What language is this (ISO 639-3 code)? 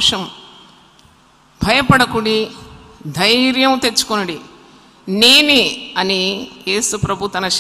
tel